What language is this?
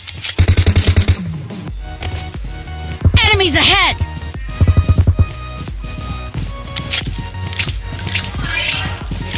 Vietnamese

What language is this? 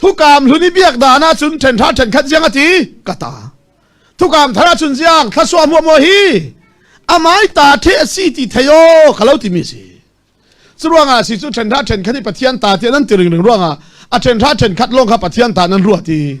Falam Chin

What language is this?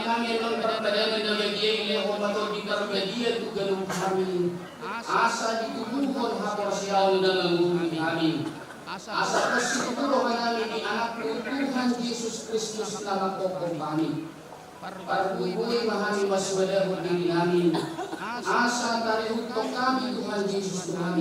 Batak Toba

